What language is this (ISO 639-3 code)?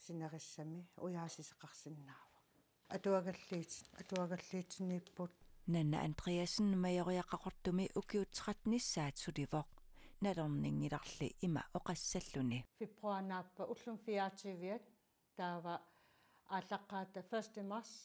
kal